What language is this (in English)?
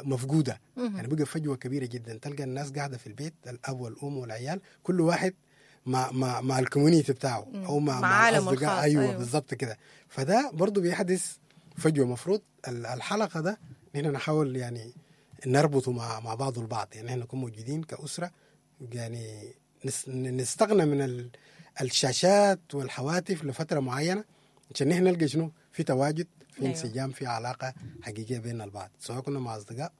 Sudanese Arabic